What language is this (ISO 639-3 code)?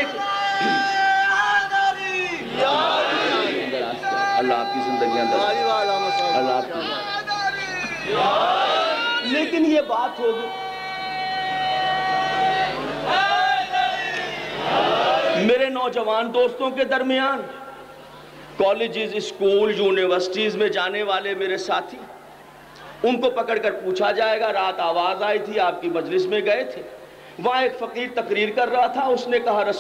urd